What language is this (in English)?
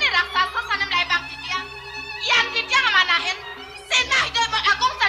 Balinese